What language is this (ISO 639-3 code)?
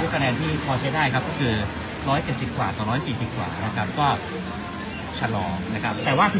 tha